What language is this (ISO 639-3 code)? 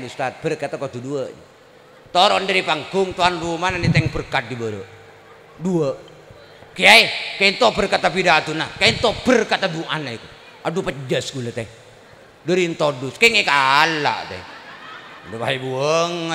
mad